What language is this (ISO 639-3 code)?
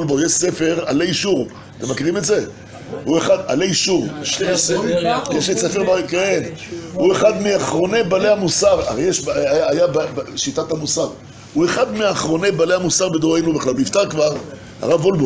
heb